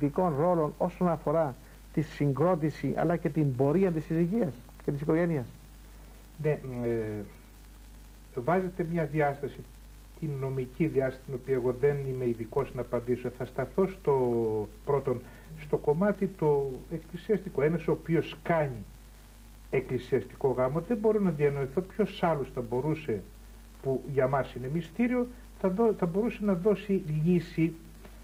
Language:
Greek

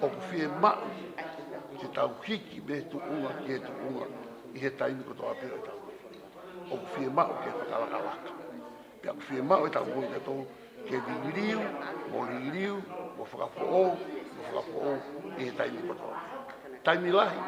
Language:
Tongan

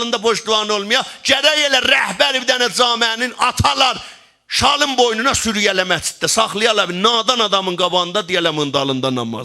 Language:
South Azerbaijani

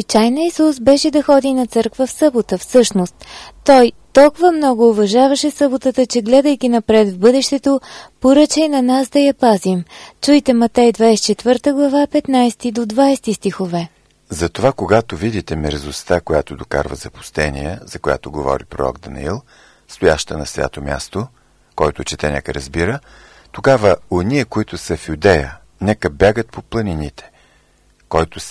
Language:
Bulgarian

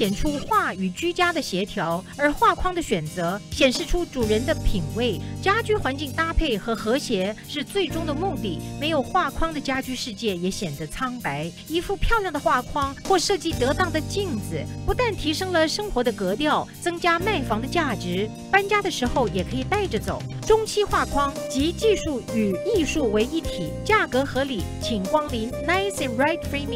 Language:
Chinese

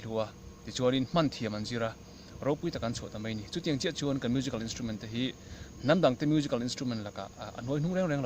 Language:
Mizo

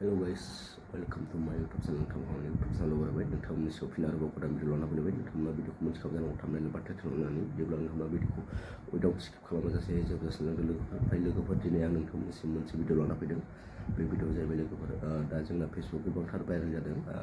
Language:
Bodo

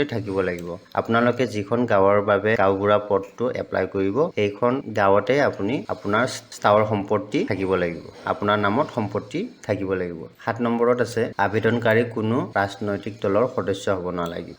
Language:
Assamese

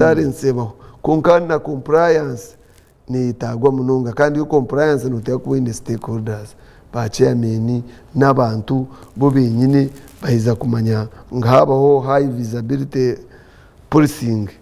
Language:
Nyankole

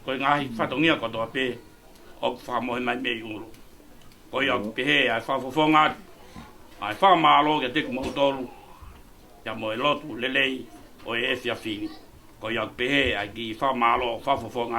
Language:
Tongan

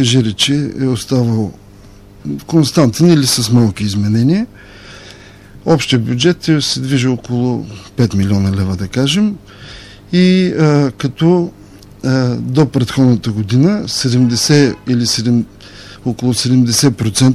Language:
Bulgarian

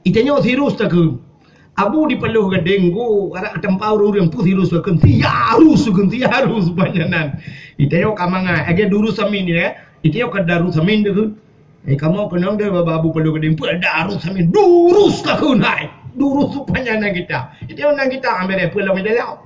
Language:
Achinese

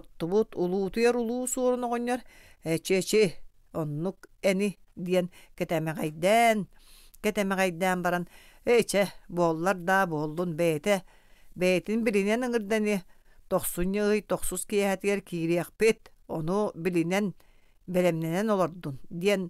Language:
Yakut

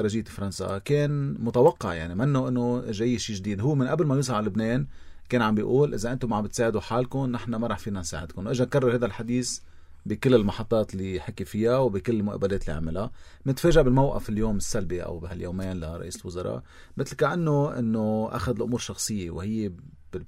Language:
North Levantine Arabic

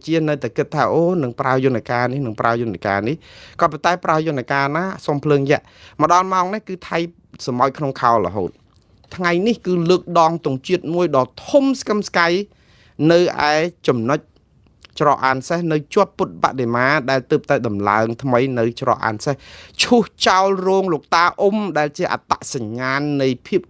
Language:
Khmer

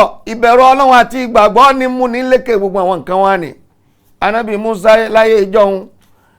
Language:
Yoruba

